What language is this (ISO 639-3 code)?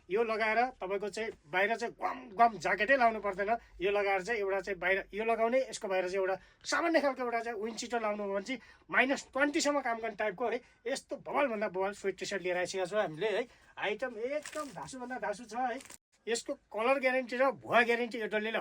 nep